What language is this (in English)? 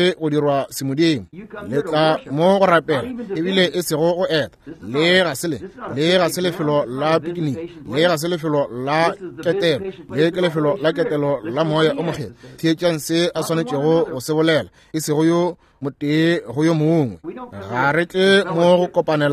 Northern Sotho